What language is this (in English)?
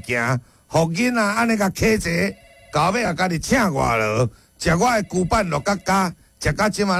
Min Nan Chinese